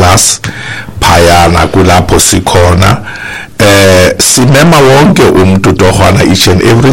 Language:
Xhosa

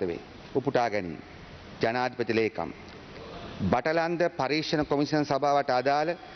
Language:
Sinhala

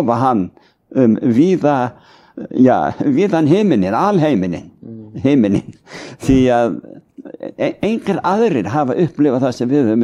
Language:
Icelandic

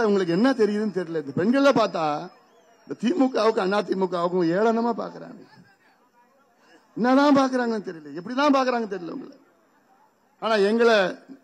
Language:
Tamil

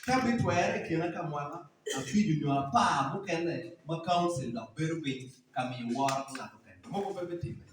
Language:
Acoli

